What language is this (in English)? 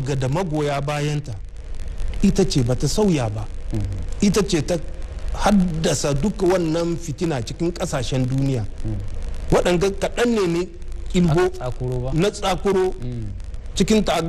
Hausa